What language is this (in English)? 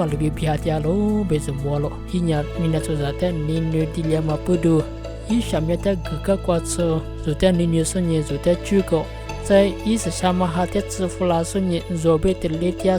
Lisu